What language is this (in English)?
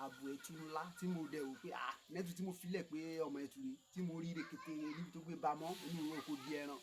Yoruba